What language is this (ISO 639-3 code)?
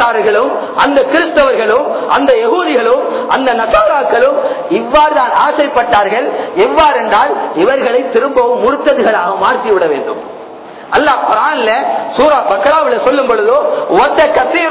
tam